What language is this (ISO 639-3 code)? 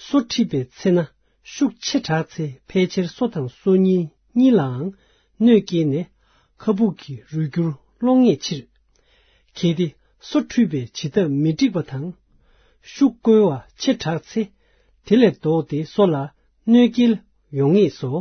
bod